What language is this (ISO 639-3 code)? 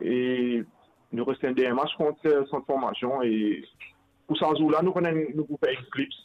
mfe